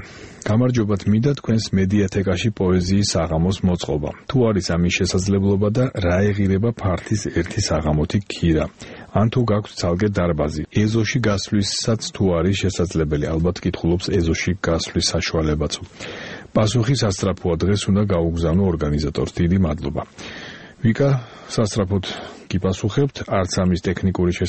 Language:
Georgian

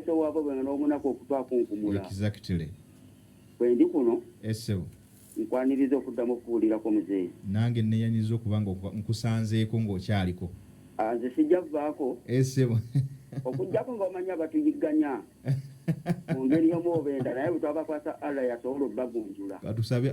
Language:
Ganda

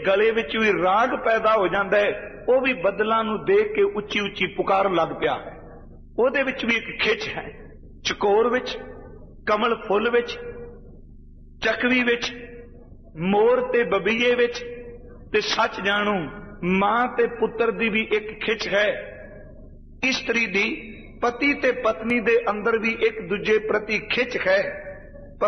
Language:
Punjabi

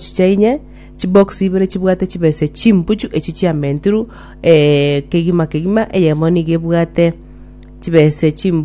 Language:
Gusii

